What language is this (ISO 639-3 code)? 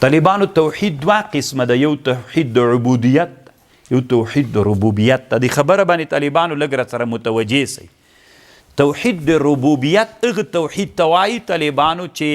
pus